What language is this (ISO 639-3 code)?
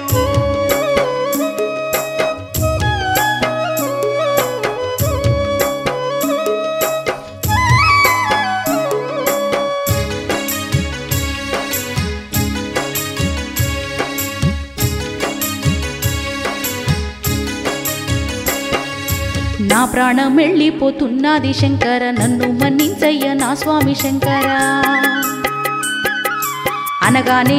tel